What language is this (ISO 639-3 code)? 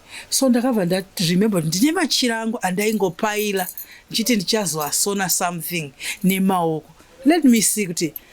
sna